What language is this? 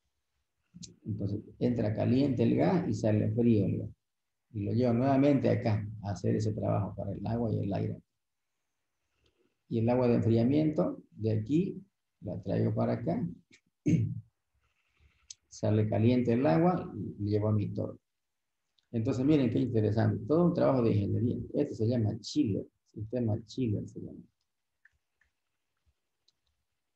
Spanish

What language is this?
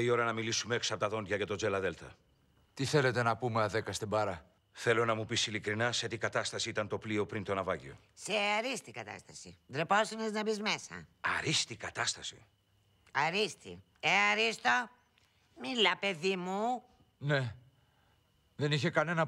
Greek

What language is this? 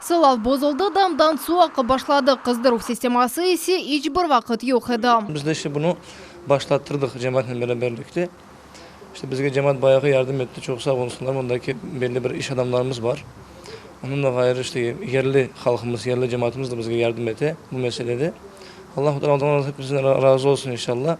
Crimean Tatar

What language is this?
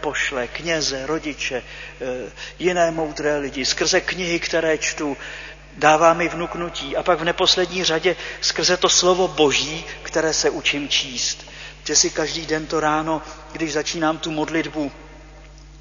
Czech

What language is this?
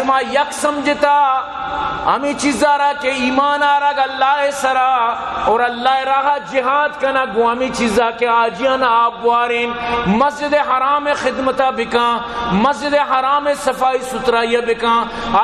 Eastern Balochi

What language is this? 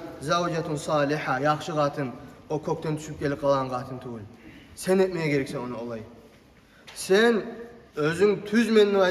Kumyk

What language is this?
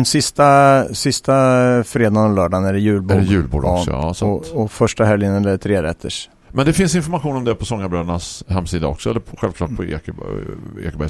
Swedish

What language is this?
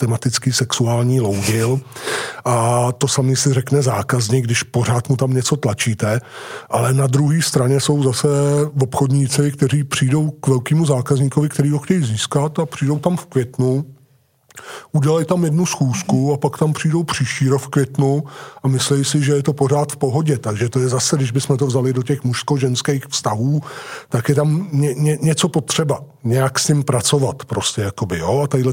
Czech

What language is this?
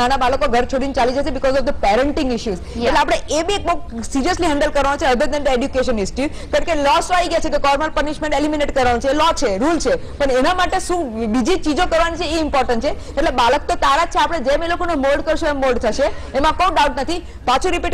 Gujarati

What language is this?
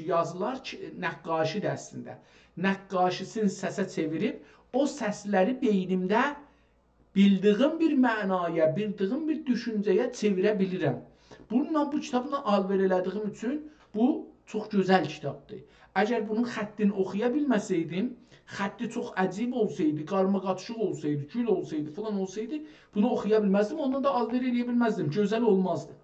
South Azerbaijani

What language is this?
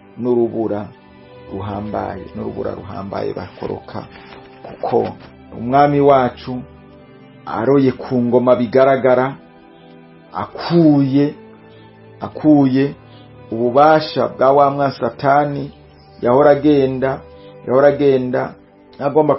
Rundi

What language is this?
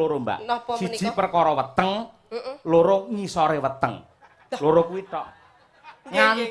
Javanese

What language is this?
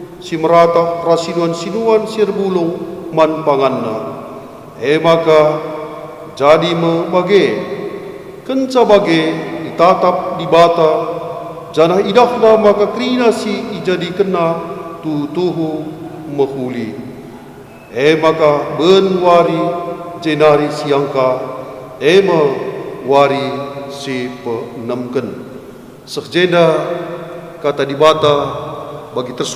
Batak Karo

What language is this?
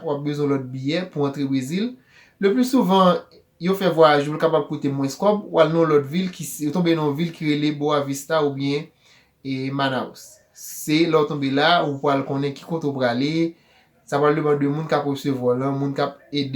Haitian Creole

